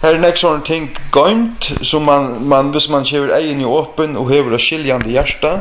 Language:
Faroese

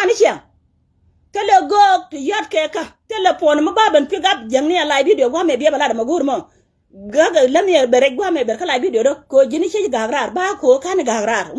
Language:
Nuer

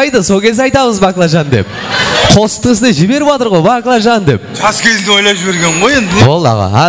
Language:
Kara-Kalpak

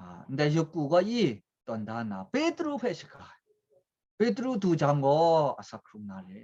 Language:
Kachin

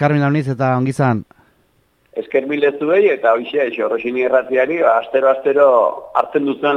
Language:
Basque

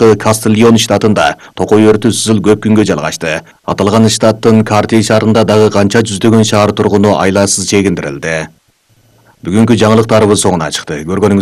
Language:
Kyrgyz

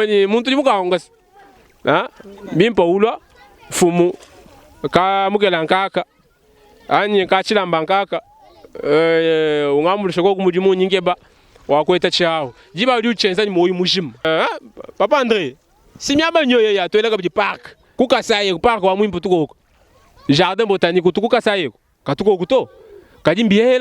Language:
Luba-Lulua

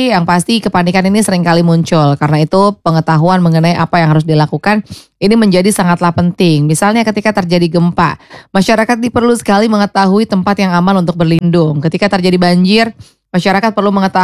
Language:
Indonesian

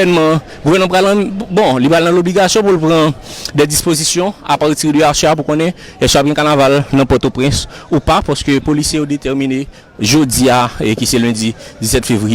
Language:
Haitian Creole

